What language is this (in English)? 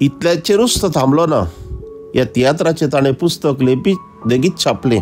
Konkani